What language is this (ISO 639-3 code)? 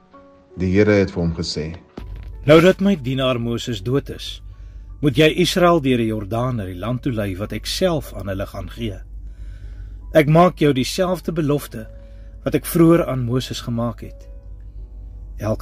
afr